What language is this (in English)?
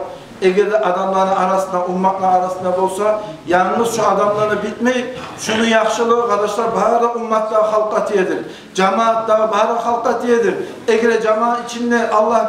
Kumyk